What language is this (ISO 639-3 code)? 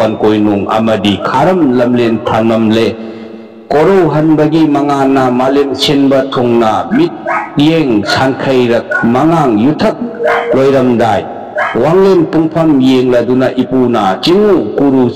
mni